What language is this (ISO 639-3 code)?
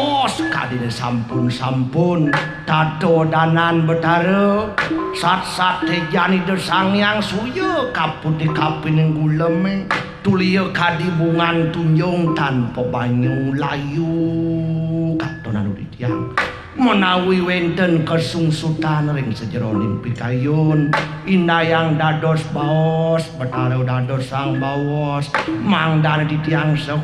ban